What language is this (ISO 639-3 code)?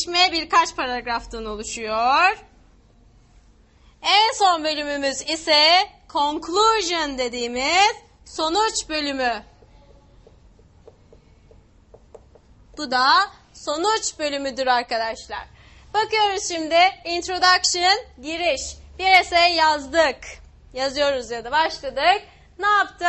tur